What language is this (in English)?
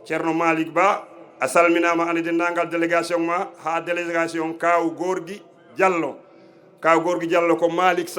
Fula